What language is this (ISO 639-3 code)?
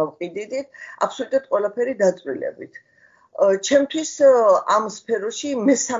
kat